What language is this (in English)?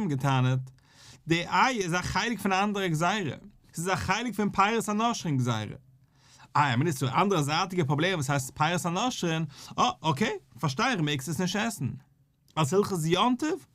Yiddish